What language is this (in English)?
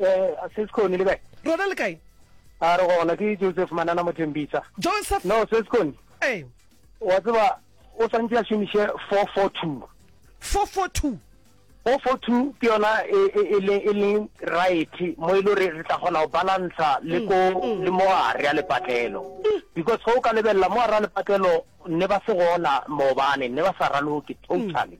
Northern Sotho